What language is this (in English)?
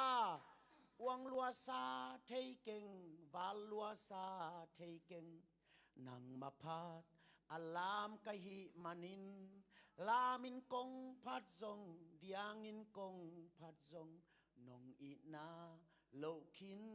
Tedim Chin